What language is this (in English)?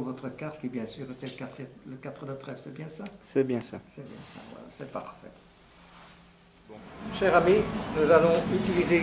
French